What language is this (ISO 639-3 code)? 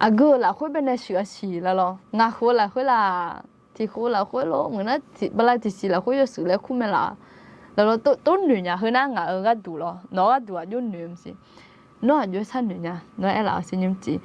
ahk